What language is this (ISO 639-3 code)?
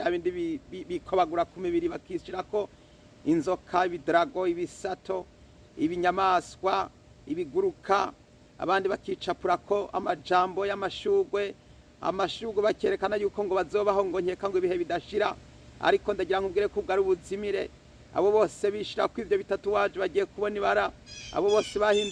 run